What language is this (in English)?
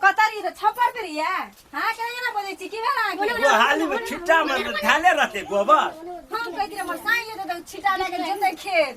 Maithili